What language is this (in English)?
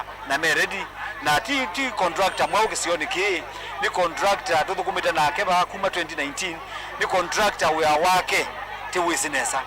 Kamba